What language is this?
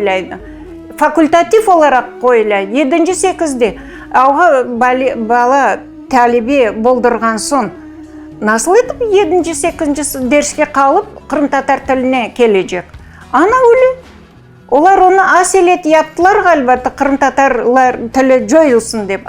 Crimean Tatar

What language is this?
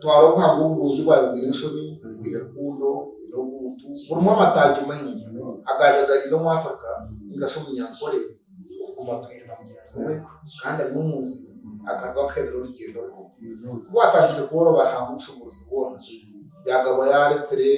Nyankole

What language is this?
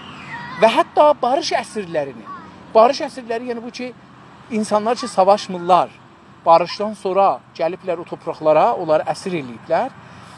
South Azerbaijani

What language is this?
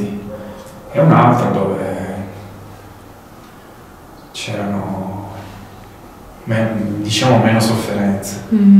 Italian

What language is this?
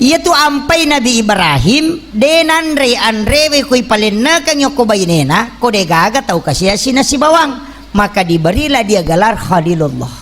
Buginese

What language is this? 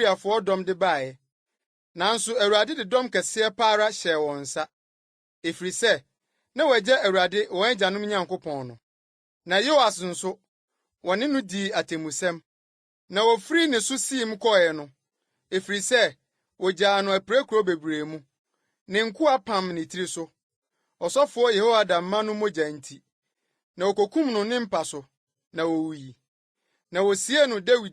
Akan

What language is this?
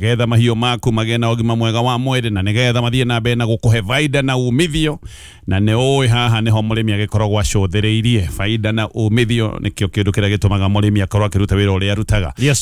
Kikuyu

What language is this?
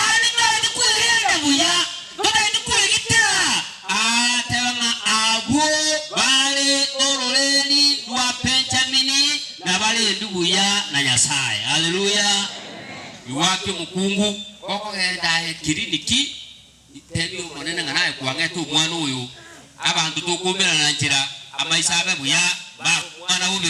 Gusii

